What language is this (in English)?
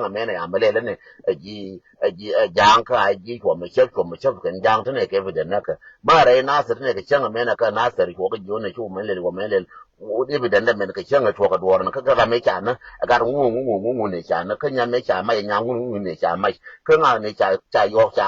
Nuer